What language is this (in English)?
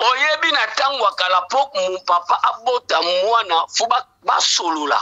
Lingala